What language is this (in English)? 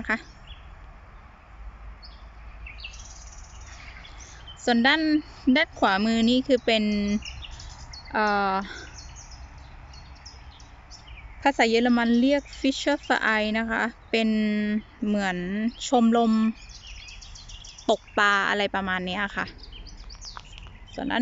Thai